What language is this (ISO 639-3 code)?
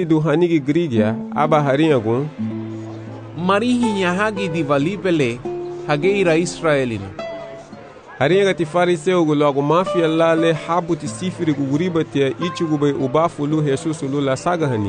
cab